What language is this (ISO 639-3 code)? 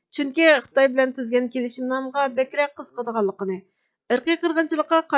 uig